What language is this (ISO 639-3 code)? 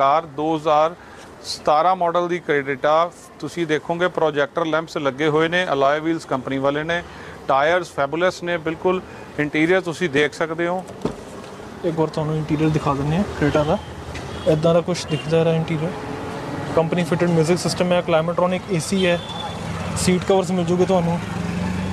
pan